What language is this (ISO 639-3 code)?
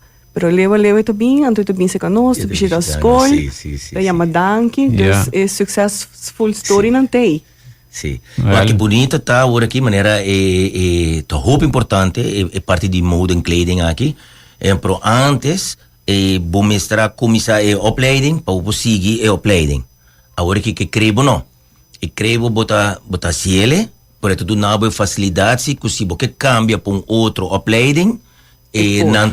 pap